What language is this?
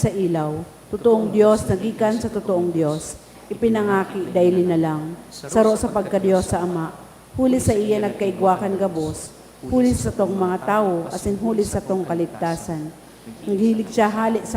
Bikol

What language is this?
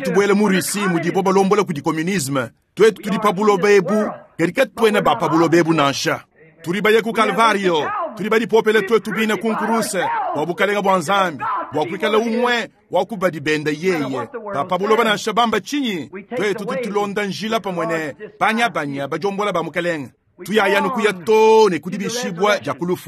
Luba-Lulua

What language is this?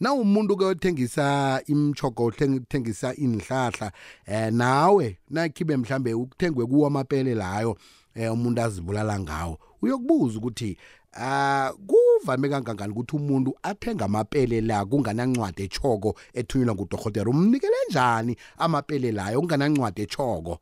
South Ndebele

